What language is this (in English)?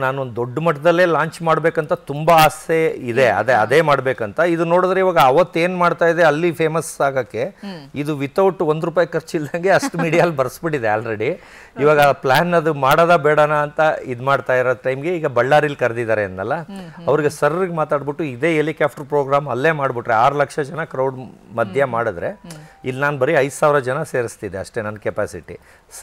Kannada